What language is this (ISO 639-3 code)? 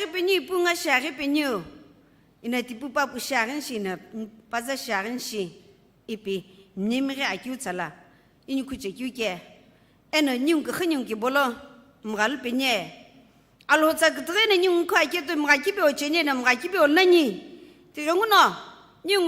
nsm